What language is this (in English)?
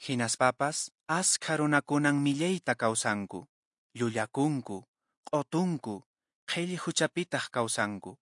Quechua